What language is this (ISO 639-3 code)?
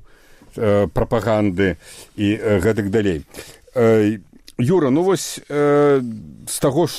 bel